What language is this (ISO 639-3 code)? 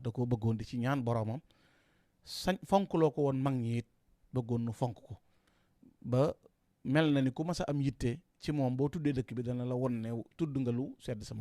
wol